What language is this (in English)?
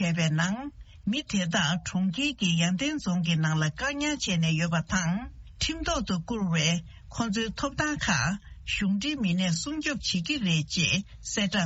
Tibetan